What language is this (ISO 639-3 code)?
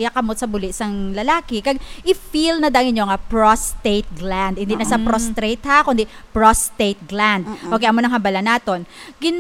hil